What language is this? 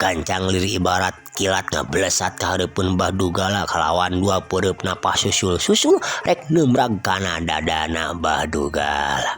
Sundanese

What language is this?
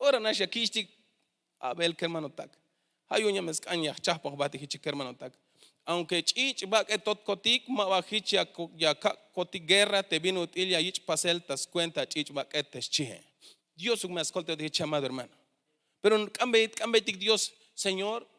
Tzeltal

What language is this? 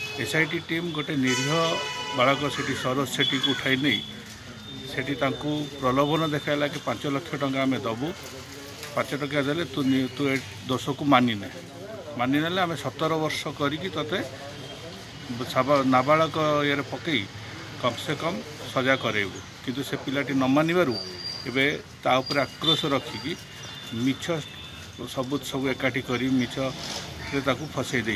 Odia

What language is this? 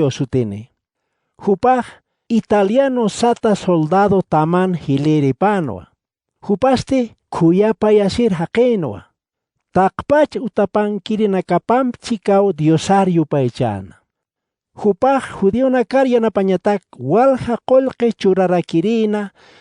Aymara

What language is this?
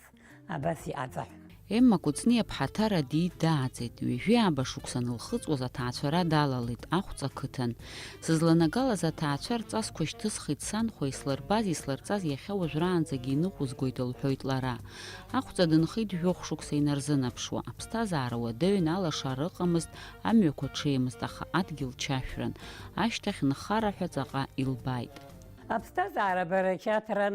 Abkhazian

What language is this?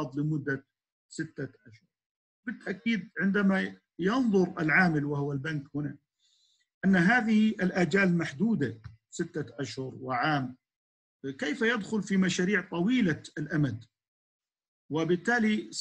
Arabic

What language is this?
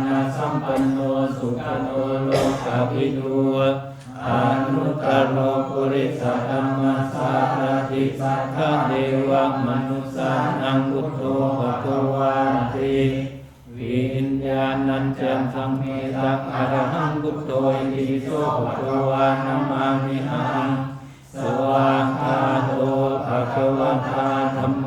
Pali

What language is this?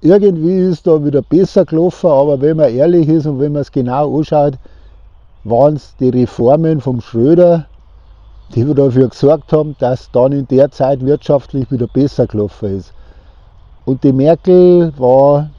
Bavarian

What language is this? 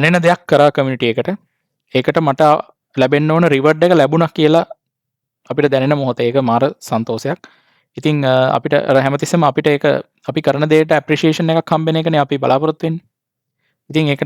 Sinhala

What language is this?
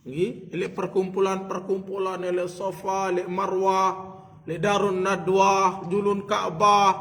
Sasak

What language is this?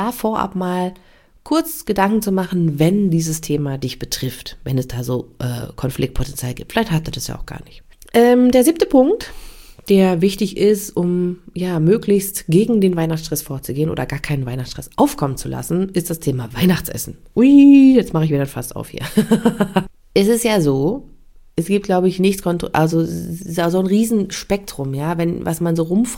German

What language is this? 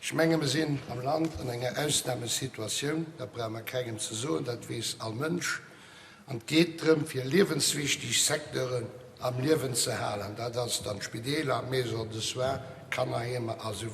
Luxembourgish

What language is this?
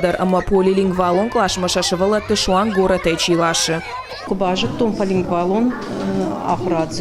Ossetic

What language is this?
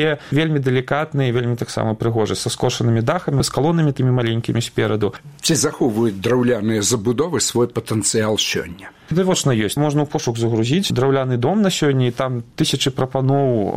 Belarusian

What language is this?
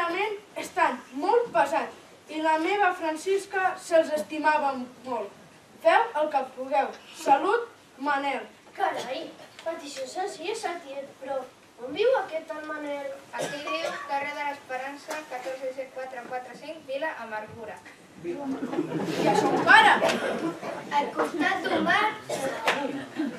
Catalan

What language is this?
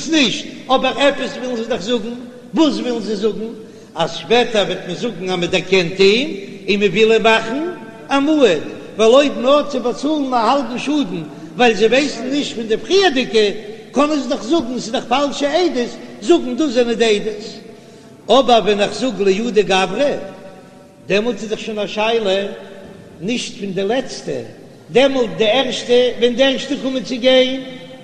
Yiddish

